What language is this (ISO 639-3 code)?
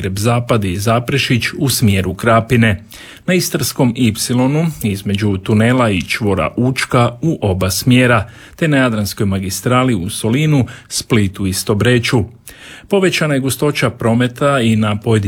hrv